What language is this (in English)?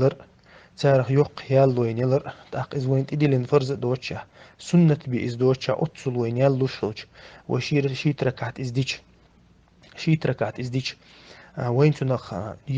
Chechen